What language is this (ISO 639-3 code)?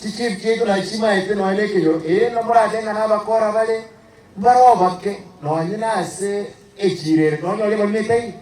guz